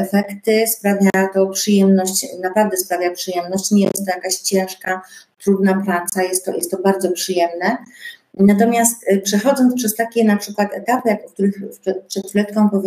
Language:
Polish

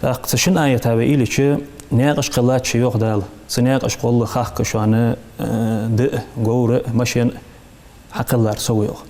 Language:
Ingush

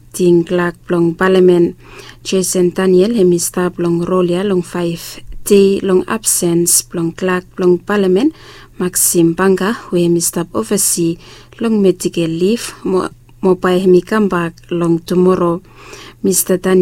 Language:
Bislama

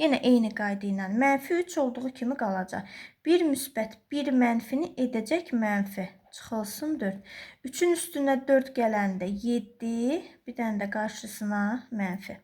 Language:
Azerbaijani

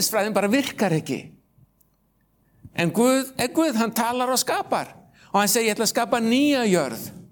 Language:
Icelandic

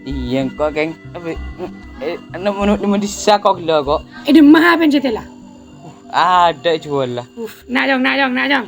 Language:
Madurese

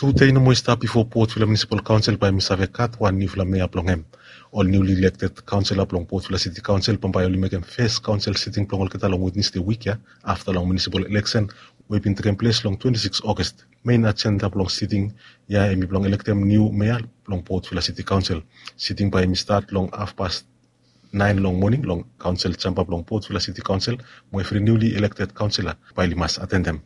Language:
Bislama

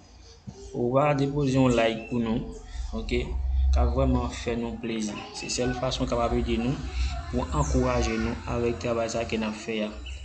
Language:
Haitian Creole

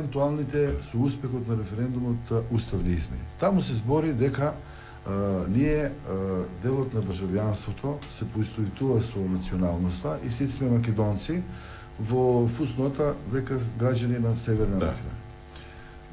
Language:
Macedonian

